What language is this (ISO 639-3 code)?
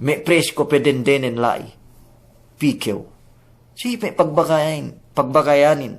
yka